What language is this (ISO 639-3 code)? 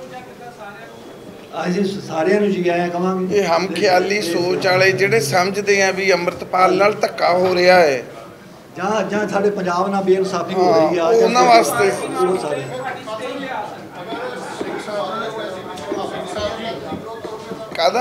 pan